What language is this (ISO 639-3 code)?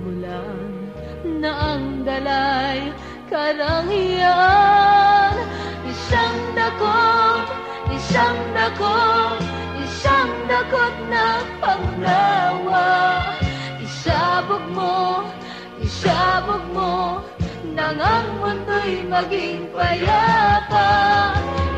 fil